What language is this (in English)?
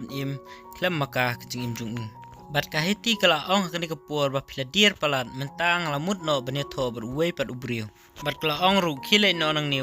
Khasi